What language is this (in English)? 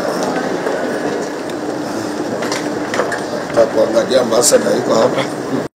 Swahili